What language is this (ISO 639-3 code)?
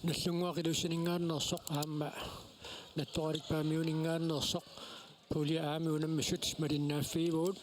kal